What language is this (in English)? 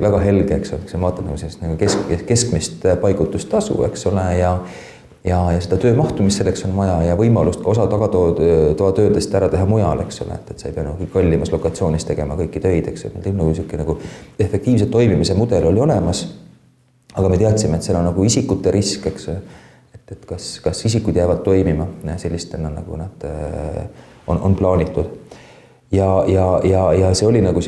Estonian